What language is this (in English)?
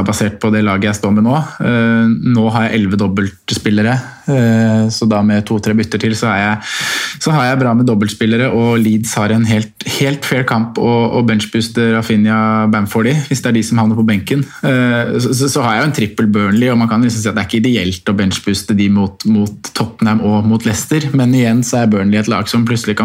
Norwegian